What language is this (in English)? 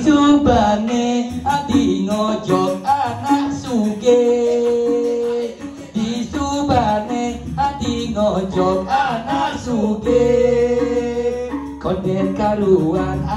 Balinese